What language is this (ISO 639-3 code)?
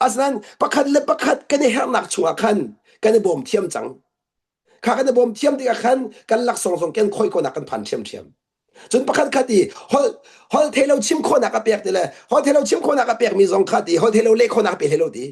cnh